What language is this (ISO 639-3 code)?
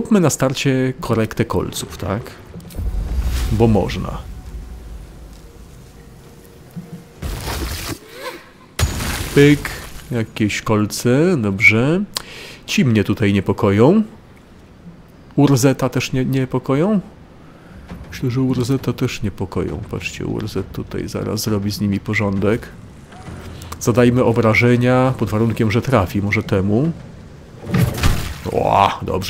pol